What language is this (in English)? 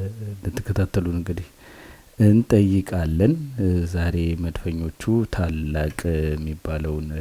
Amharic